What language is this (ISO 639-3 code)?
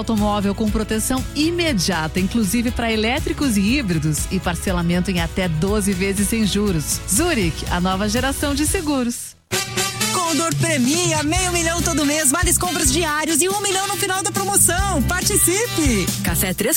por